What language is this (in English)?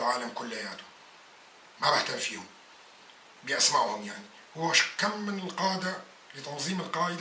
North Levantine Arabic